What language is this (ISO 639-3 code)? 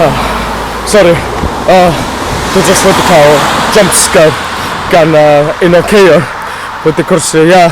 cym